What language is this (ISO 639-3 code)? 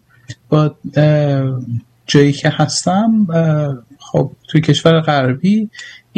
fas